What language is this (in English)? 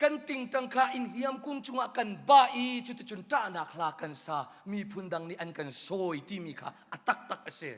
Hakha Chin